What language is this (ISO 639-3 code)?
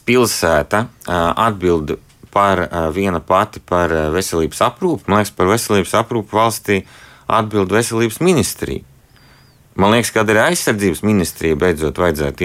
lav